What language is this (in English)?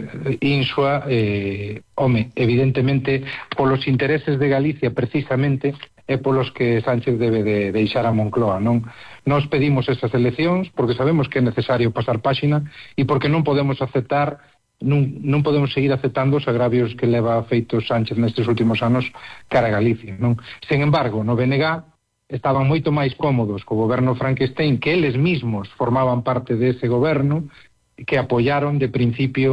Galician